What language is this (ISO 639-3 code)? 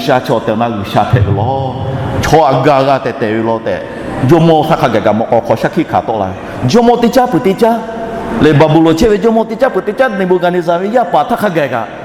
lhu